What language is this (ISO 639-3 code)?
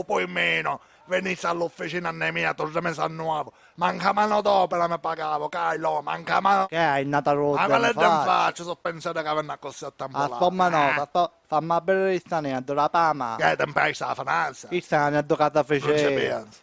scn